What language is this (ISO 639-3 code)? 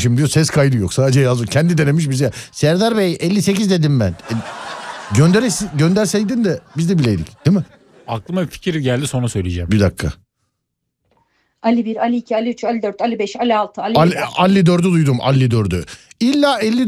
tur